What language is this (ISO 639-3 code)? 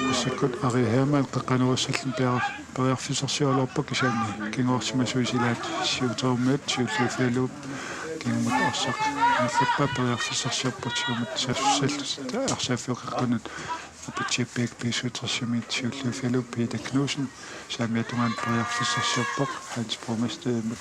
kal